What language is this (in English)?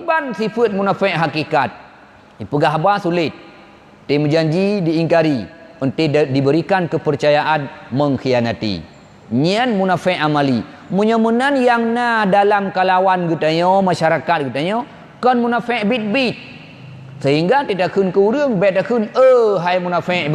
Achinese